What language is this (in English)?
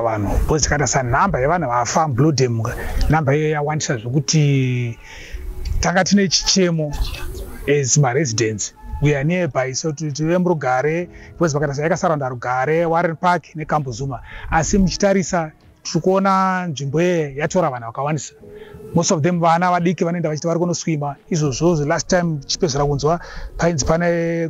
Shona